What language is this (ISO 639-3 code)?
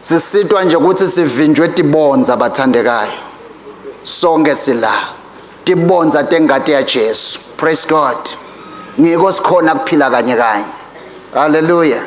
ssw